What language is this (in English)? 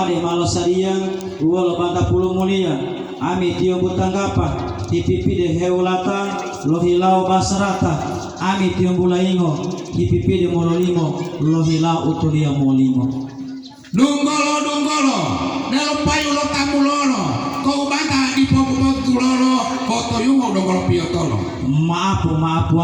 Gorontalo